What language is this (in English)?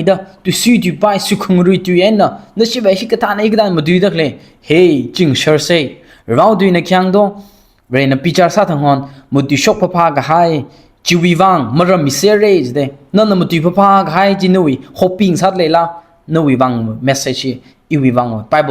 Tangkhul Naga (India)